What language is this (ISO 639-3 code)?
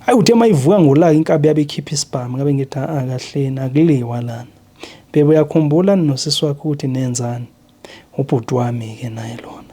zul